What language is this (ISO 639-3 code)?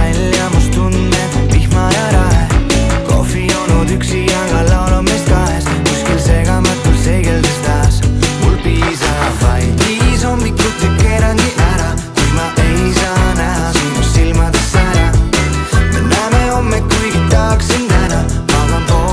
est